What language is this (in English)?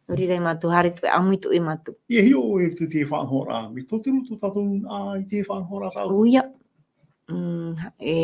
Tahitian